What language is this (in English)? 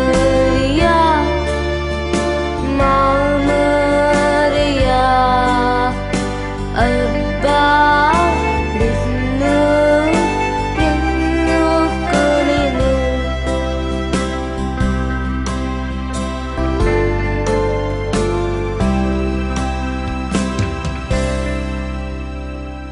Telugu